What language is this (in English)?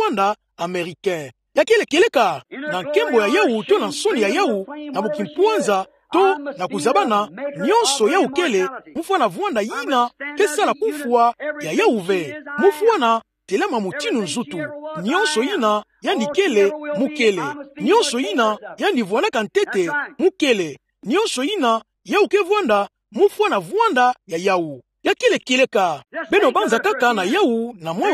Kituba (Democratic Republic of Congo)